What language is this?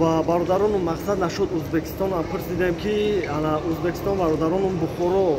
Tajik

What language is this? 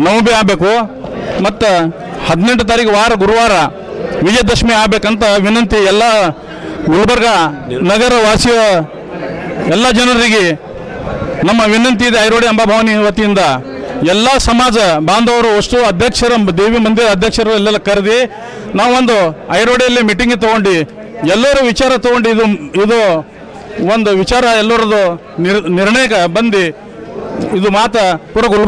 Kannada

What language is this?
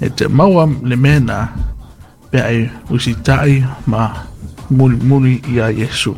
Samoan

